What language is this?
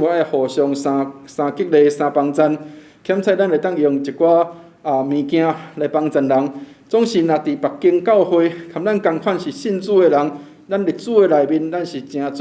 Min Nan Chinese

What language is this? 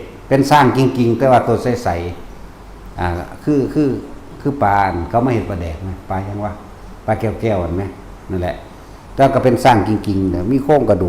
Northeastern Thai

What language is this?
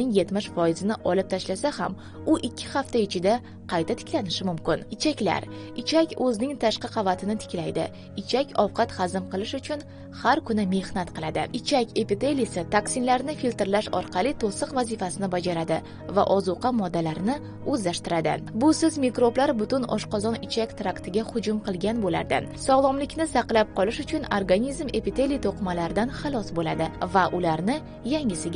Uzbek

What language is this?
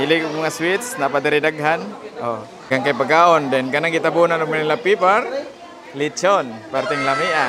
Cebuano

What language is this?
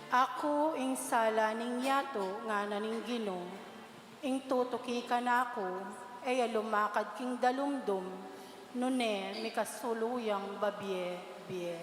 Pampanga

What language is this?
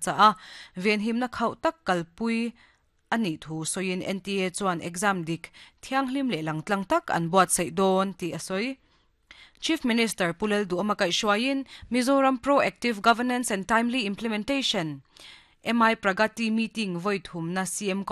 Mizo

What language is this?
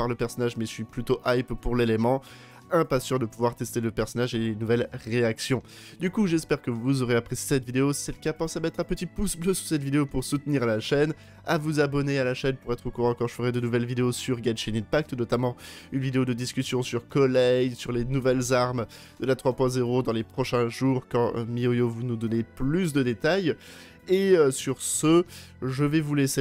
French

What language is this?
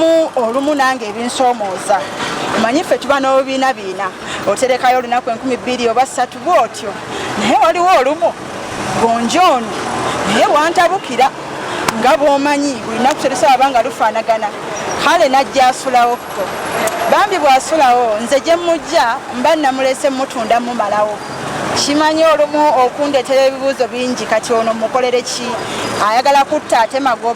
Ganda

